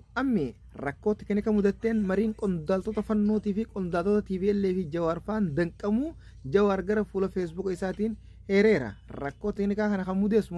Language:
Oromo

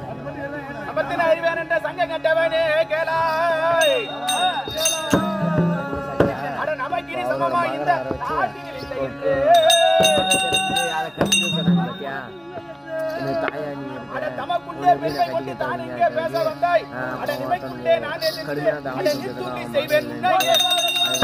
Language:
Tamil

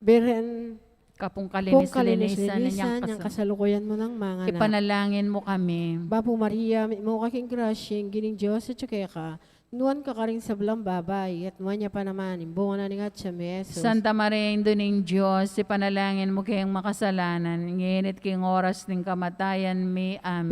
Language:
Pampanga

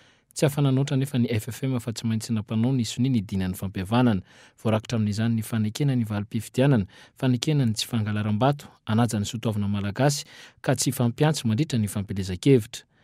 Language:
Malagasy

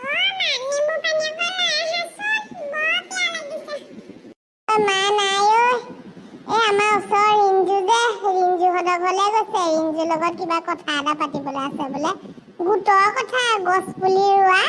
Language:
Assamese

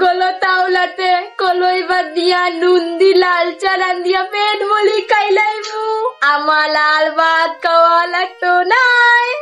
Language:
Sylheti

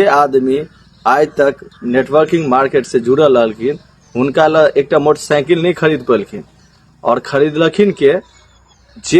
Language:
Maithili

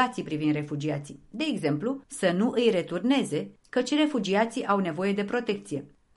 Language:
Romanian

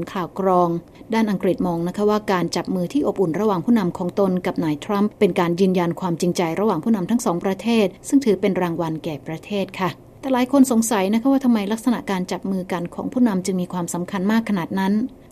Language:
Thai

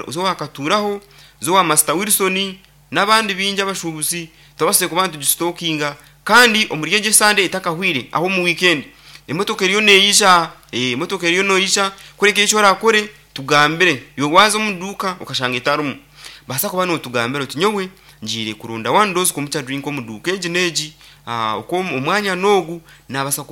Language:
Nyankole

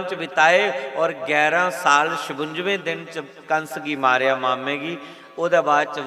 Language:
Dogri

